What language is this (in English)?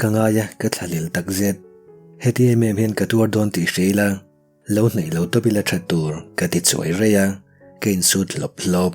Mizo